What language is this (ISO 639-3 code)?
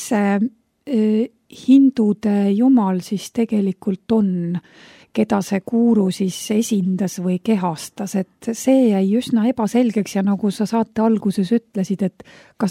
est